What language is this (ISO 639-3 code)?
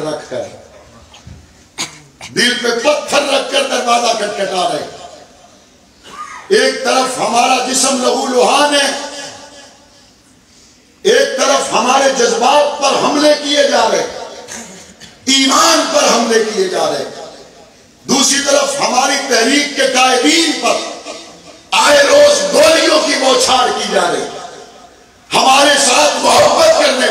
urd